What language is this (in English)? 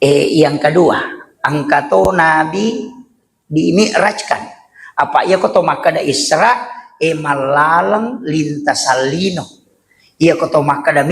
Buginese